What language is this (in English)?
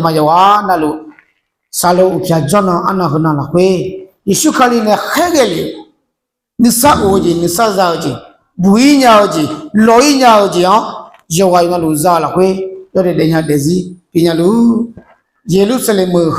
Akha